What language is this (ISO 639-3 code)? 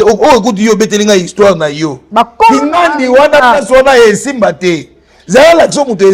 lin